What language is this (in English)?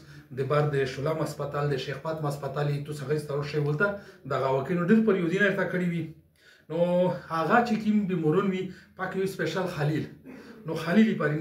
Pashto